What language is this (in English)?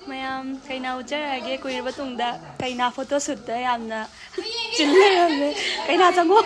Manipuri